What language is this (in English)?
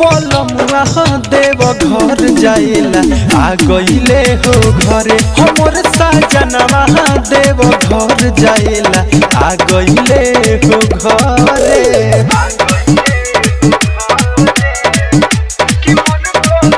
Bhojpuri